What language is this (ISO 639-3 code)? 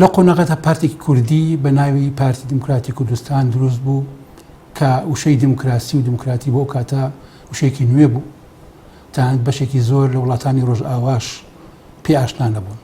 ckb